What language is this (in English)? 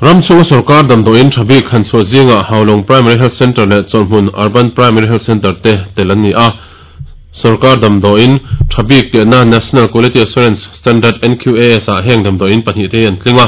Mizo